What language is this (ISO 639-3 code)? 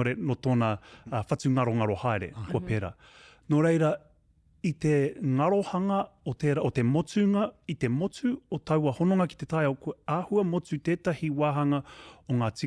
mri